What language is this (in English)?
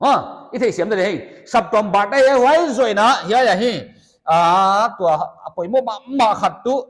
Paite Chin